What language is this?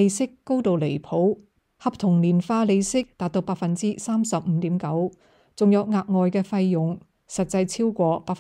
Cantonese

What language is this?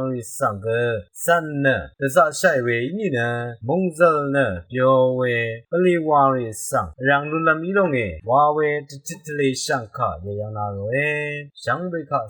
Rawang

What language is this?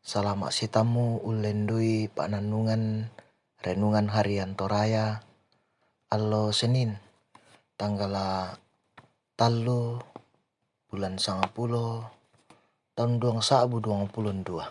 Toraja-Sa'dan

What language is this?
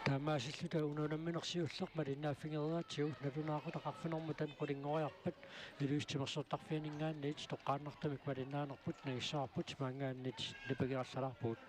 Kalaallisut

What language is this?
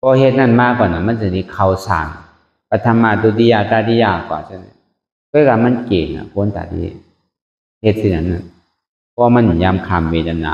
Shan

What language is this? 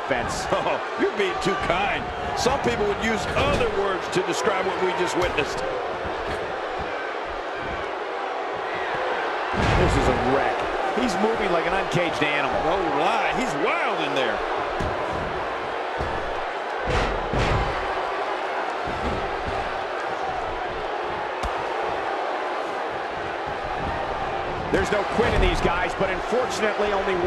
English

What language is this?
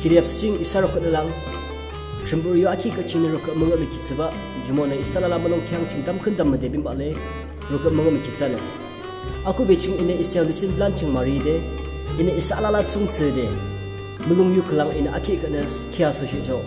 Yimchungru Naga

